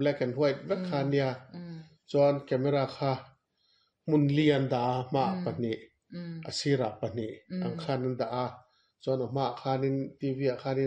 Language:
Mizo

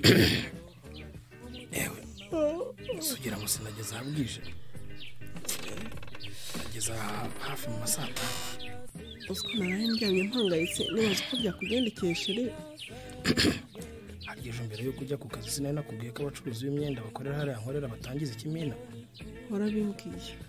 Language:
Kinyarwanda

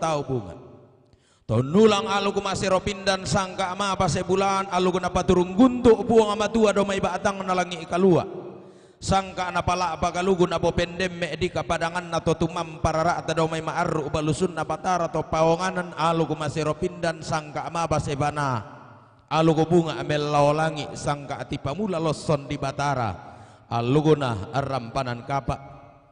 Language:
Toraja-Sa'dan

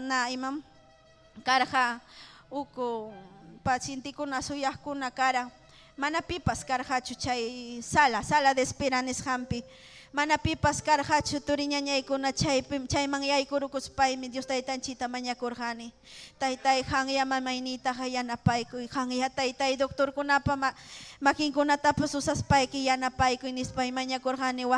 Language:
Ayacucho Quechua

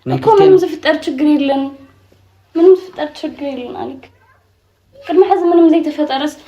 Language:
Tigrinya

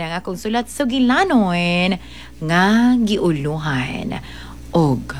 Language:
Cebuano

